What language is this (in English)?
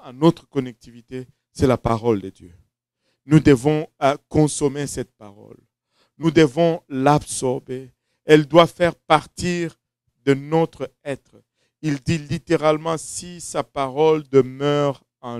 French